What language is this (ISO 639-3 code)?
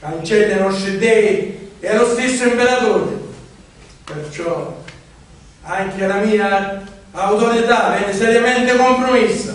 scn